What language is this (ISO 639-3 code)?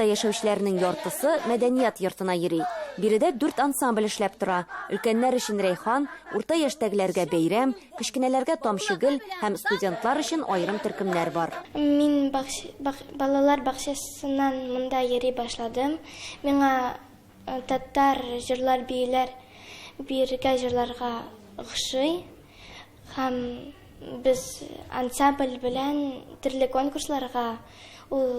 tat